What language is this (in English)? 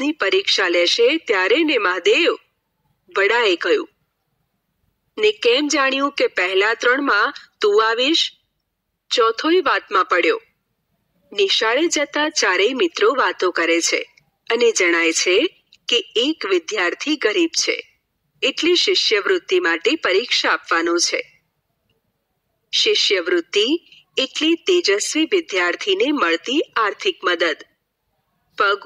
Gujarati